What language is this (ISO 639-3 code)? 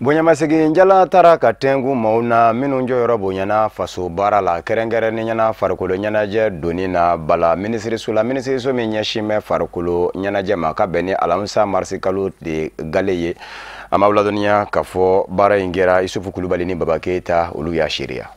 bam